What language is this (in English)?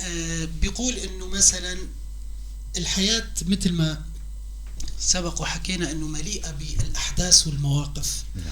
North Levantine Arabic